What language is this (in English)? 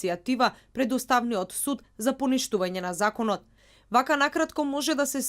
Macedonian